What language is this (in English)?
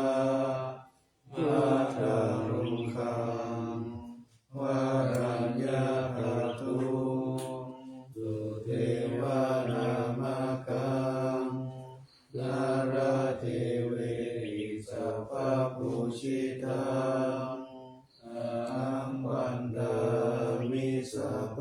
Pali